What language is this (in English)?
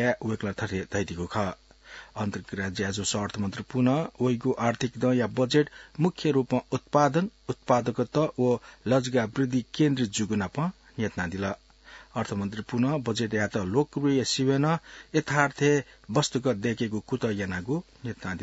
Newari